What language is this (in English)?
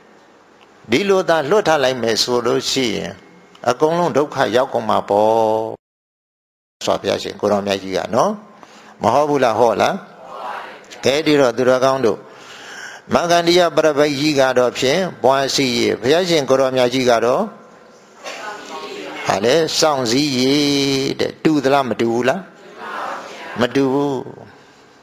Burmese